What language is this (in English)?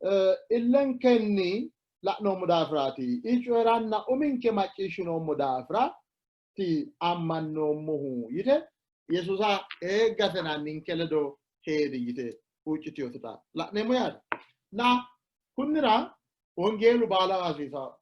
Sidamo